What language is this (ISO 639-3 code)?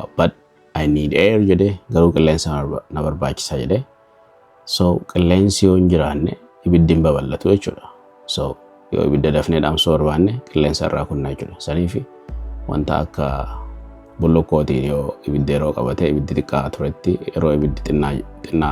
orm